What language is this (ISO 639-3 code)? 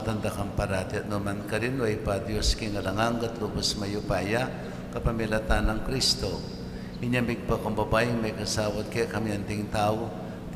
pam